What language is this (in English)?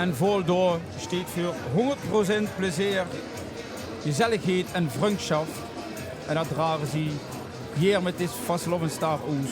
Limburgish